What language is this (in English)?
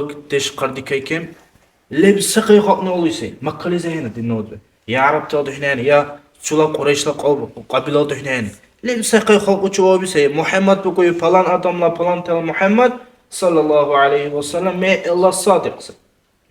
Dargwa